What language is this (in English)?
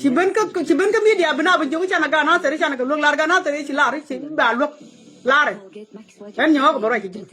Nuer